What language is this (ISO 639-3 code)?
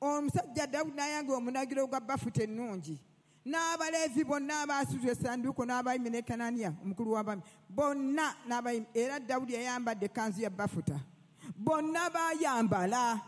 lug